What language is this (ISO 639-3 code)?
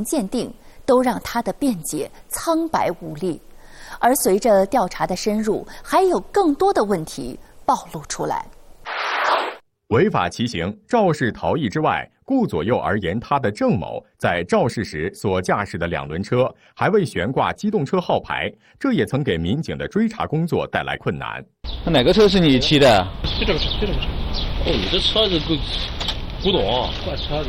zho